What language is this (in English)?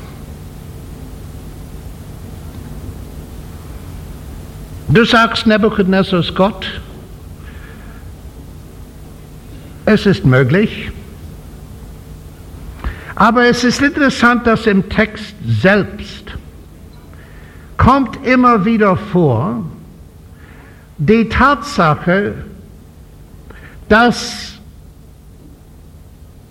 German